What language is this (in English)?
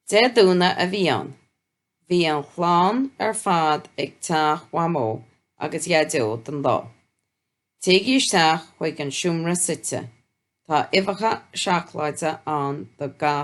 Irish